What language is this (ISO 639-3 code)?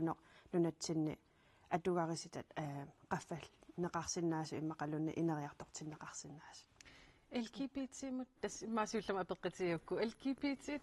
kal